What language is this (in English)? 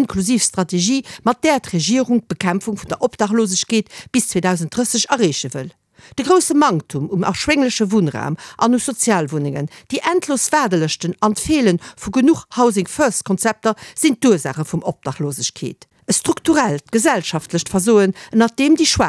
Luxembourgish